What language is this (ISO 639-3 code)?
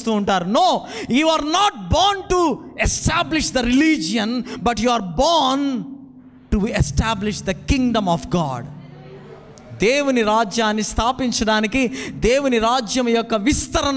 tel